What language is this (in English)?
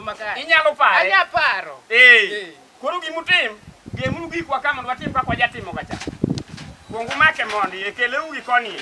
Luo (Kenya and Tanzania)